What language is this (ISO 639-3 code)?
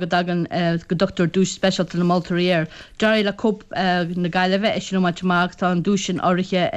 gle